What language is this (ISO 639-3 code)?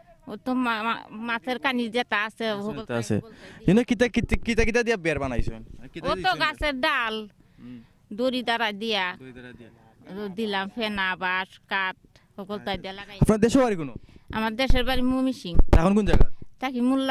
syl